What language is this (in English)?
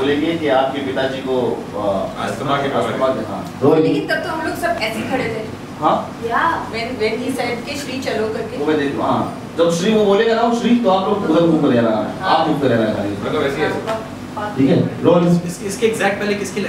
Hindi